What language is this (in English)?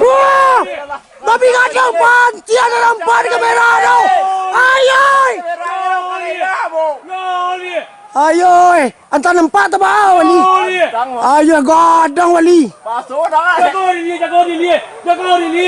Minangkabau